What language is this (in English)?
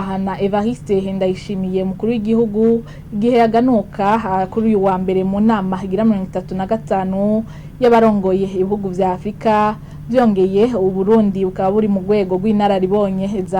Rundi